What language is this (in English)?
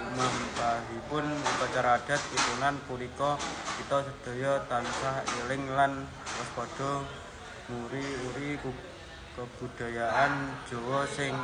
Javanese